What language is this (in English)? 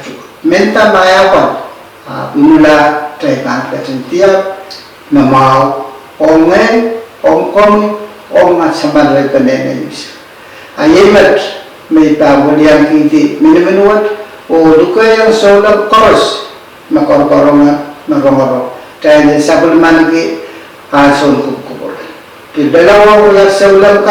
Pohnpeian